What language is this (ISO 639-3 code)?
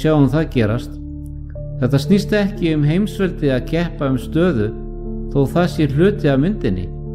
isl